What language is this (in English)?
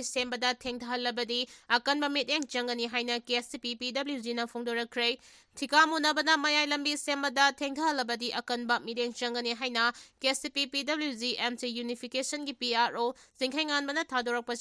Manipuri